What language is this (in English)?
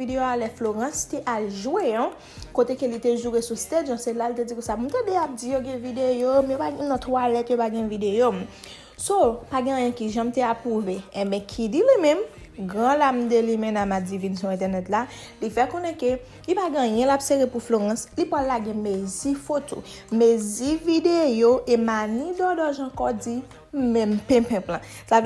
Haitian Creole